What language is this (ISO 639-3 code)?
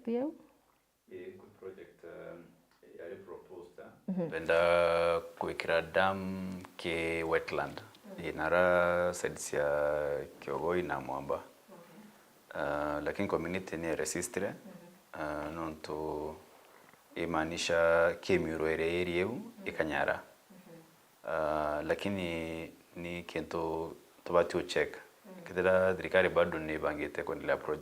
mer